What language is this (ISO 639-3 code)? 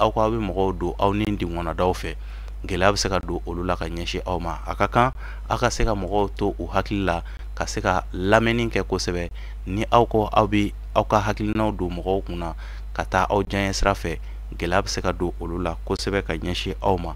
bam